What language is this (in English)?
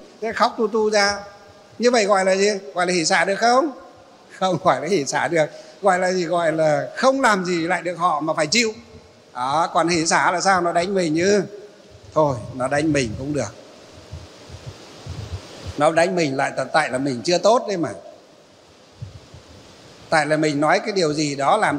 Vietnamese